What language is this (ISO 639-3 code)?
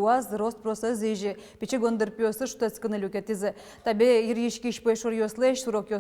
udm